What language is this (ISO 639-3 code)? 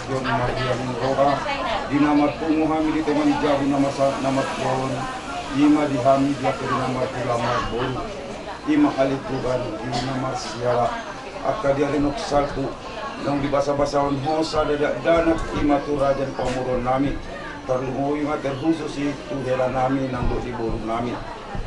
bbc